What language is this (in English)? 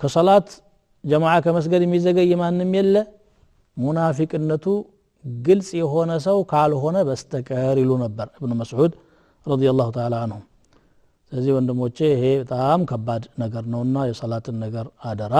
Amharic